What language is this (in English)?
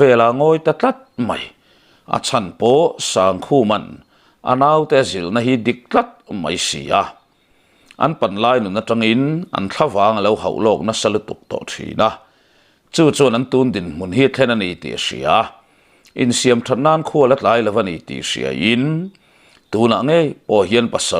Mizo